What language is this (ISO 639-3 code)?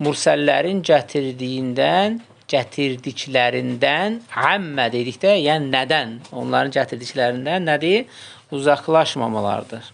aze